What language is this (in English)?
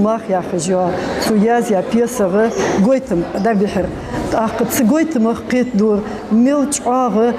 Ingush